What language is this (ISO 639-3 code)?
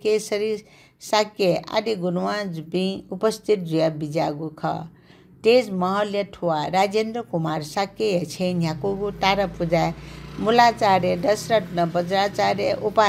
new